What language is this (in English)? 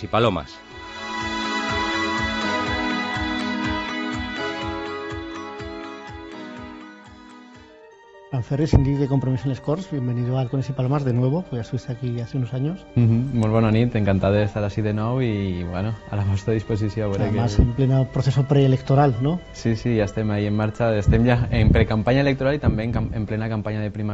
Catalan